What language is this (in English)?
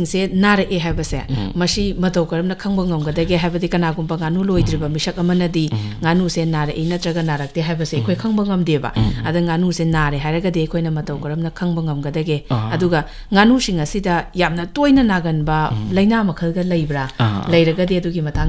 Manipuri